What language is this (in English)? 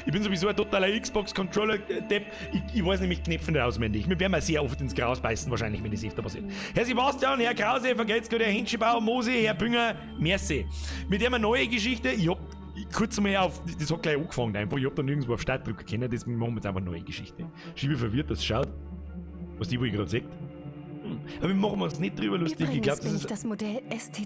Bavarian